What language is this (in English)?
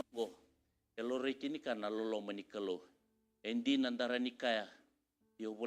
Fijian